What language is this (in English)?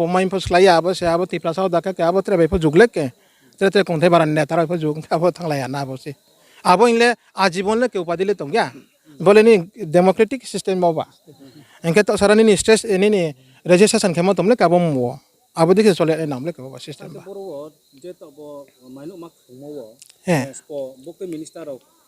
Riang (India)